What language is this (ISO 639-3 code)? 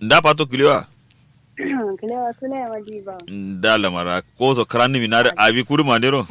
kau